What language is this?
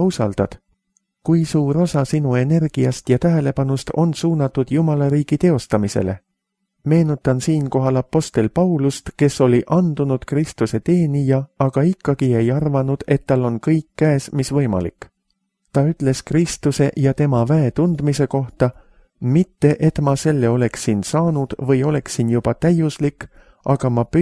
Estonian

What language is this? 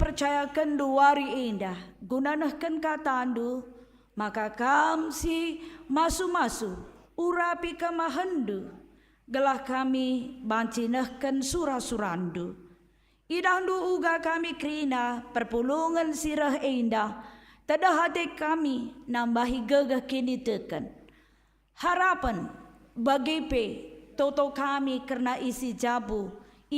Batak Karo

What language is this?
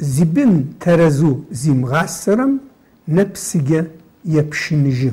Adyghe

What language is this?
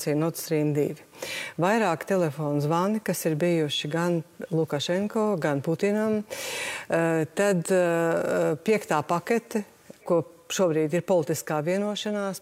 Latvian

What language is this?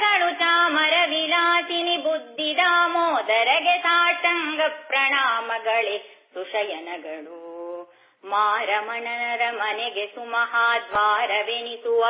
Kannada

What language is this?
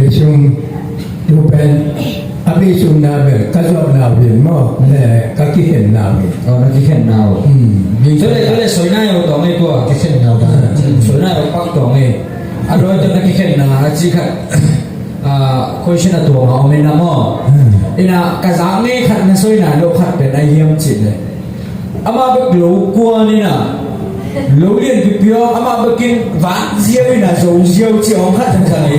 Tedim Chin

